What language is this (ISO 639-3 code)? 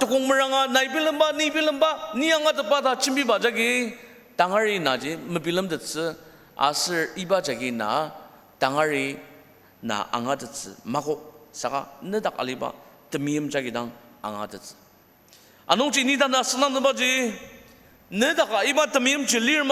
njo